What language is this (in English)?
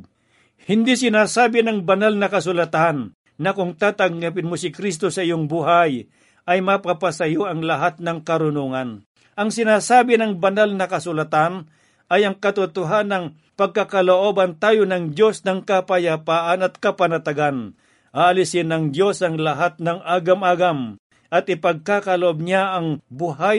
Filipino